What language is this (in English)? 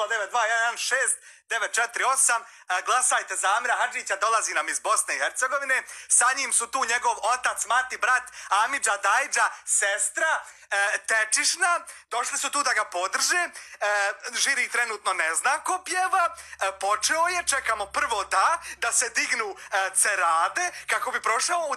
Bosnian